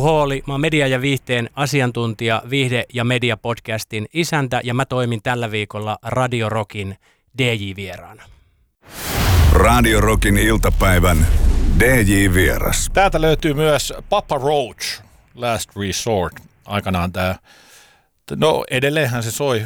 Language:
Finnish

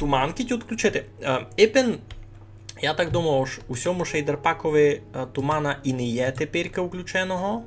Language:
Rusyn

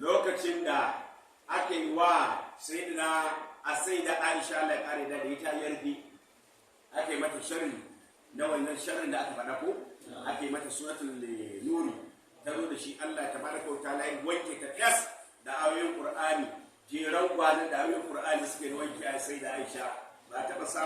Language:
Hausa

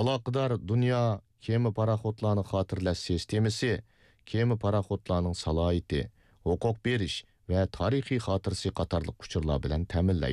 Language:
Uyghur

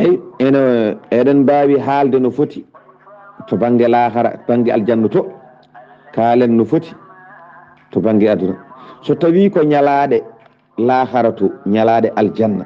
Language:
Fula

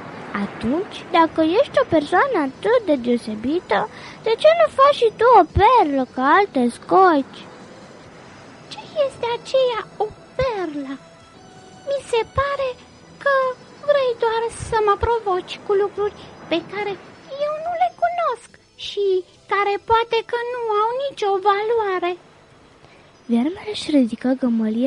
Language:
Romanian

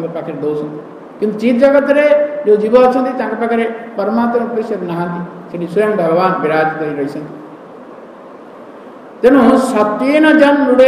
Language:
Odia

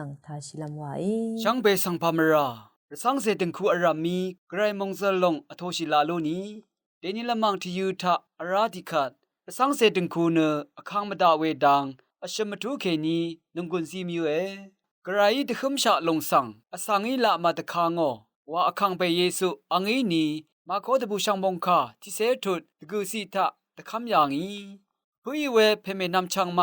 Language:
Rawang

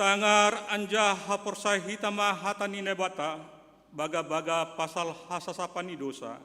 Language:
Batak Simalungun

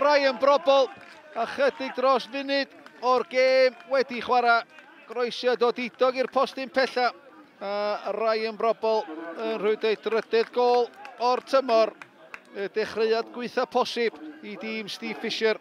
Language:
Welsh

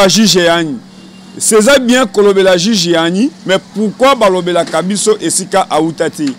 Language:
Lingala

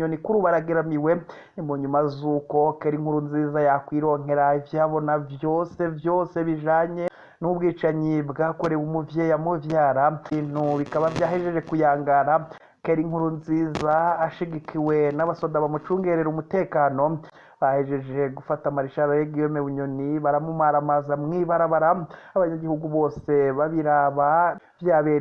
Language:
Rundi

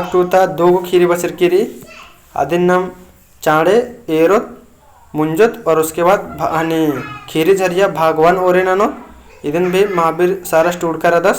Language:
Kurukh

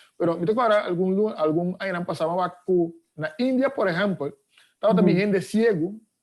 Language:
Papiamento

